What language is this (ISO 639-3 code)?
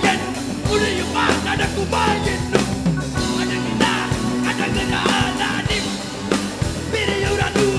tam